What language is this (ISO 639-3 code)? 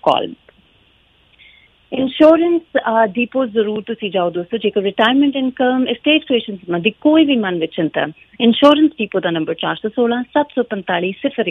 pan